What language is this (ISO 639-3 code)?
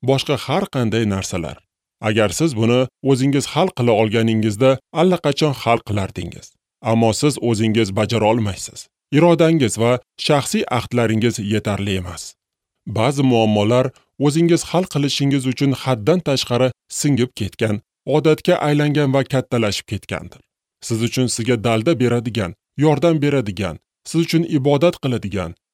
uzb